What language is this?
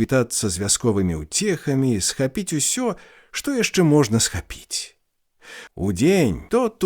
Belarusian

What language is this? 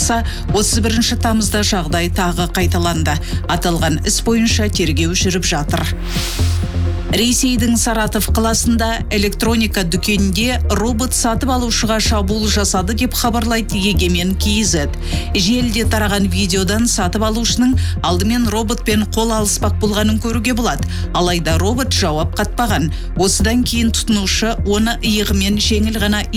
Kazakh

